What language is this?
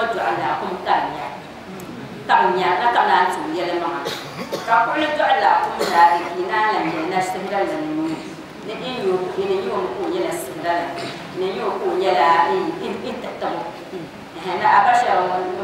Dagbani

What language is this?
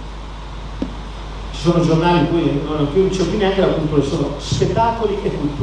Italian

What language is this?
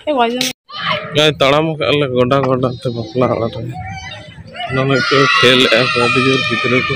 Santali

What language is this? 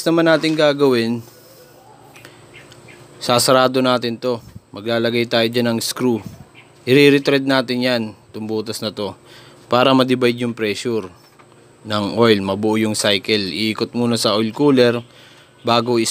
Filipino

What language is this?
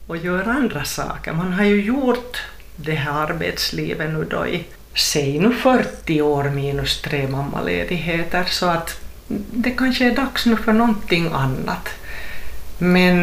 Swedish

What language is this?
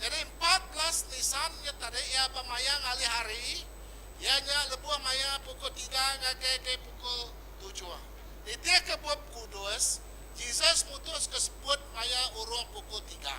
Iban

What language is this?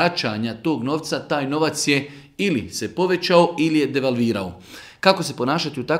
Bosnian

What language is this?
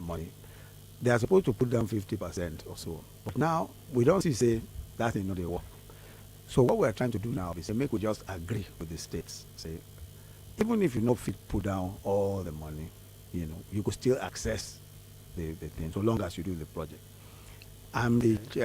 Nigerian Pidgin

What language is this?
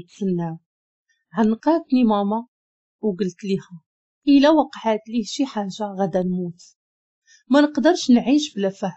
Moroccan Arabic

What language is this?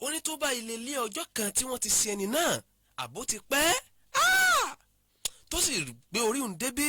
Yoruba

